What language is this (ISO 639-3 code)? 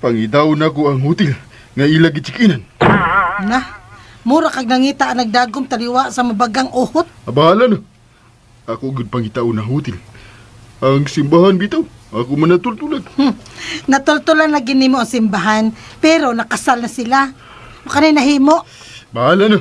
ceb